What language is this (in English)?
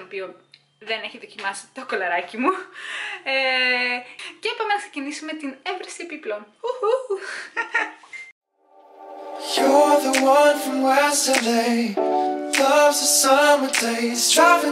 Greek